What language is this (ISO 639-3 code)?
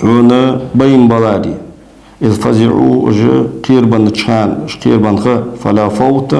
inh